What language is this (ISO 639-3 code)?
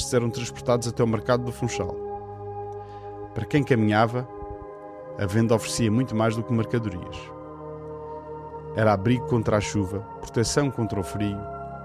por